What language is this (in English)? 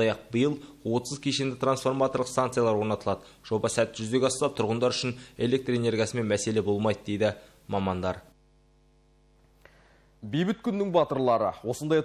Kazakh